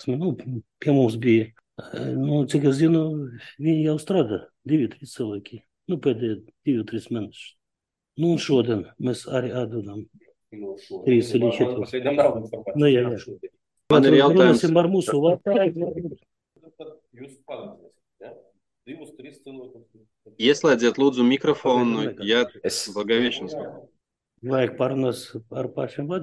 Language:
Latvian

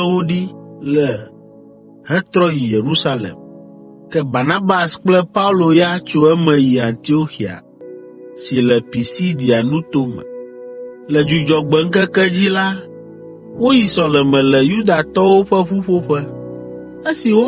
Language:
Ewe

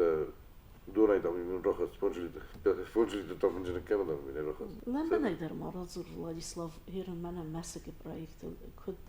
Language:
Ossetic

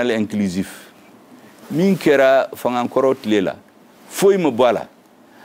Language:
Bambara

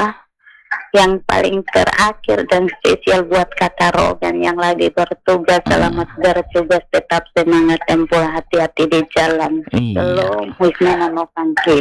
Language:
Indonesian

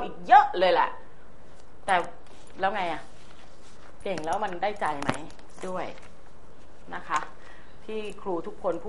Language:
Thai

